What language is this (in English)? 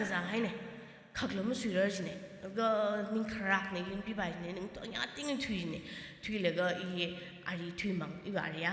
Tangkhul Naga (India)